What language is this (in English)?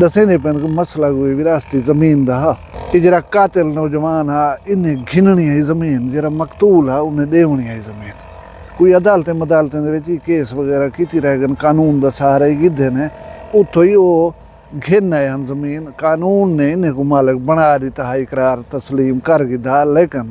Saraiki